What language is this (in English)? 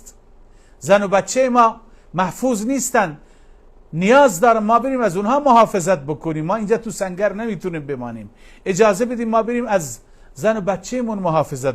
Persian